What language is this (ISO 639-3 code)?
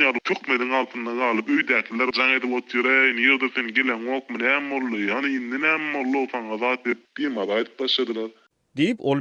tuk